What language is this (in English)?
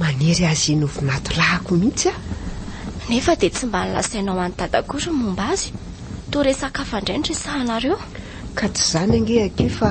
Malagasy